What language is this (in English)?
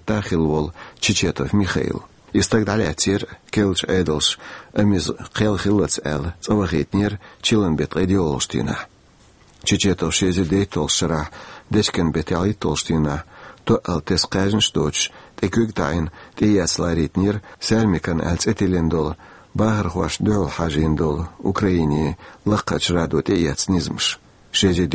Chechen